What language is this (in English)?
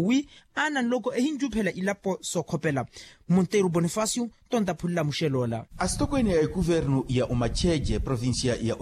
Makhuwa